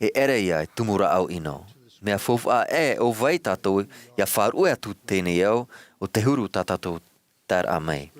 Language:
Tahitian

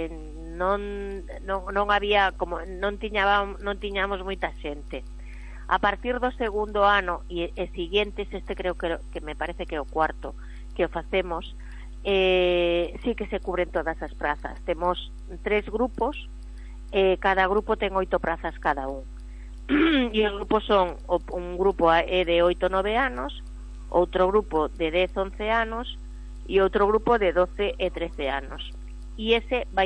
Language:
Galician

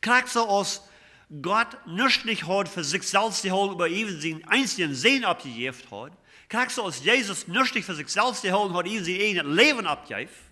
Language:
Plautdietsch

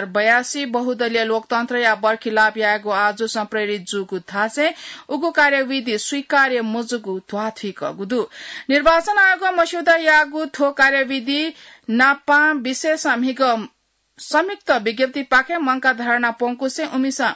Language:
Newari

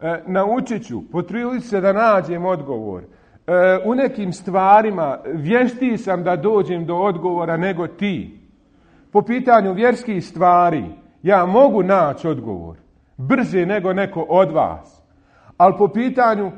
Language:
Bosnian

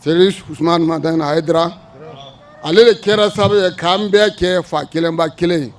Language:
Bambara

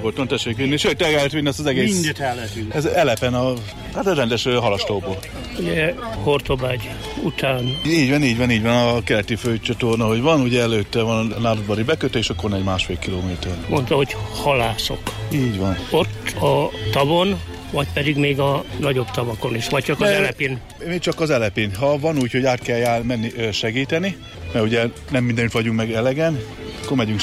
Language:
Hungarian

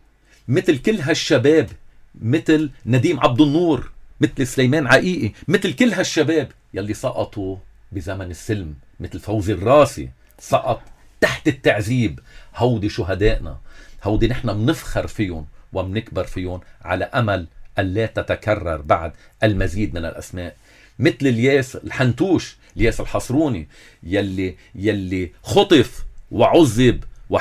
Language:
North Levantine Arabic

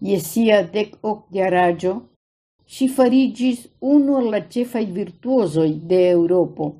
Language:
Esperanto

